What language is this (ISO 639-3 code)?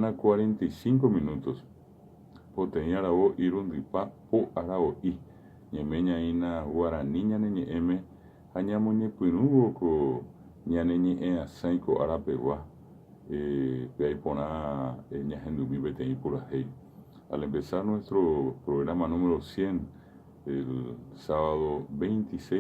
grn